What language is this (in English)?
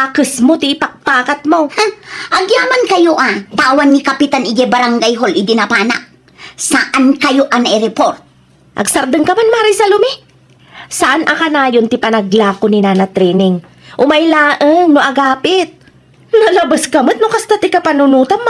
Iloko